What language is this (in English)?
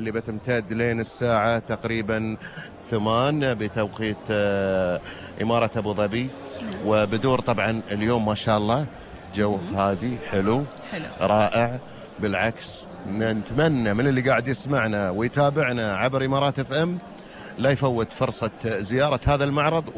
Gulf Arabic